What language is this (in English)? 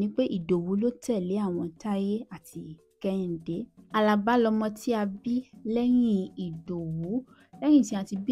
Yoruba